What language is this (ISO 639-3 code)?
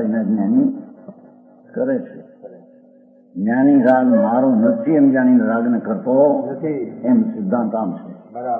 guj